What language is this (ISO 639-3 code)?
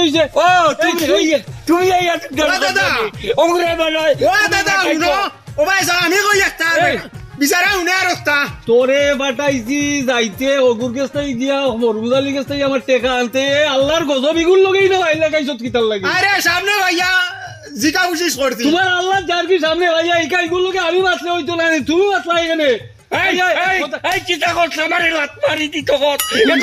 syl